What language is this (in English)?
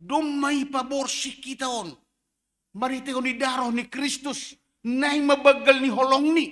Batak Simalungun